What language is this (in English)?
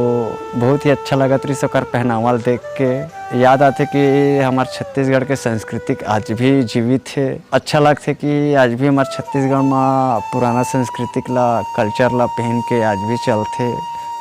Chhattisgarhi